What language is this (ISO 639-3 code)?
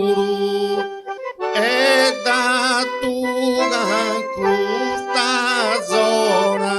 srd